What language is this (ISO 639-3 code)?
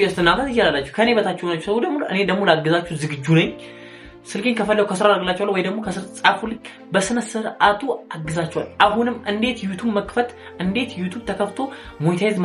amh